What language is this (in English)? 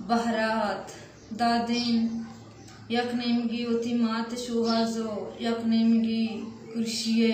Baluchi